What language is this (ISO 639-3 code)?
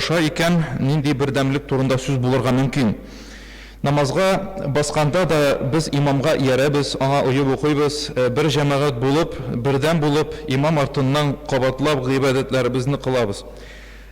tat